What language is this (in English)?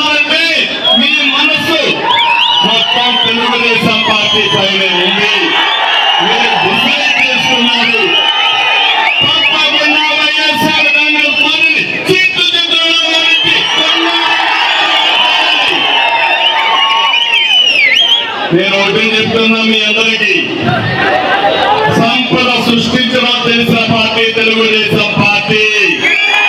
Telugu